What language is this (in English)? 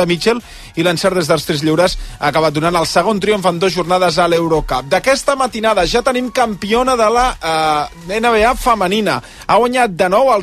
Catalan